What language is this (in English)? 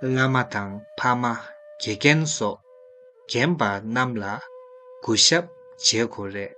Tibetan